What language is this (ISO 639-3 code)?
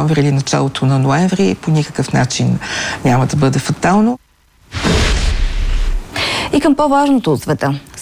bul